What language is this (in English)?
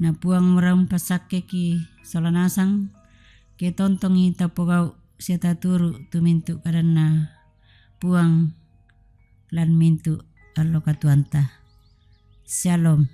Toraja-Sa'dan